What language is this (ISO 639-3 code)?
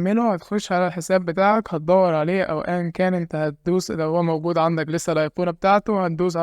arz